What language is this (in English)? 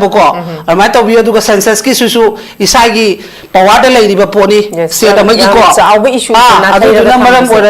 Manipuri